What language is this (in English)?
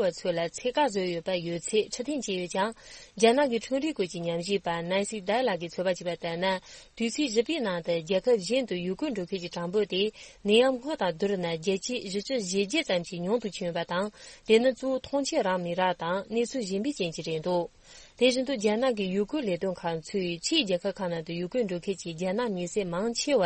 Tibetan